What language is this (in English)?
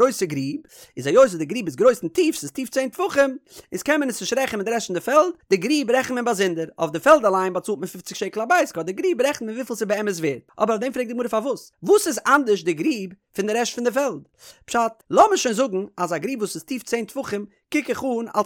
Yiddish